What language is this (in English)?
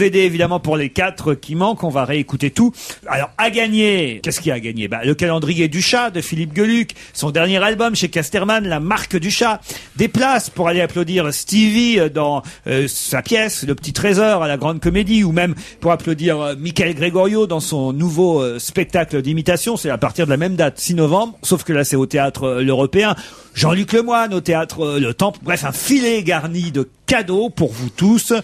French